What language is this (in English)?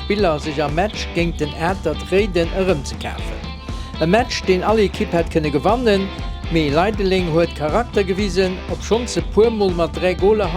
Luxembourgish